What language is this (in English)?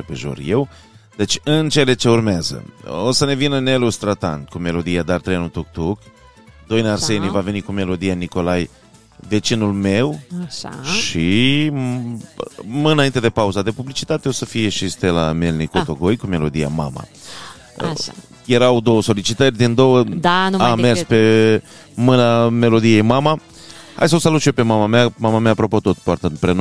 Romanian